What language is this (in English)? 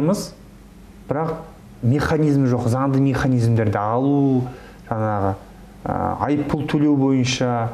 Kazakh